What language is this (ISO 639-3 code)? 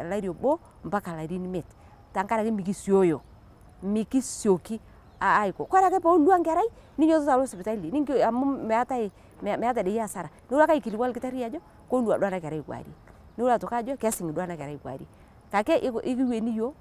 mas